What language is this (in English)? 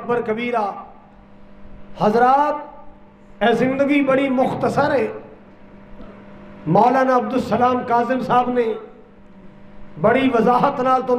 Western Panjabi